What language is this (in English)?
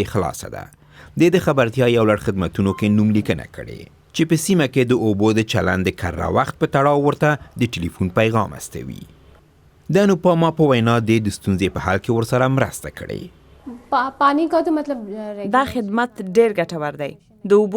Pashto